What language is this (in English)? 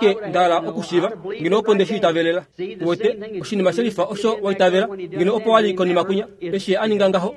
Kuanyama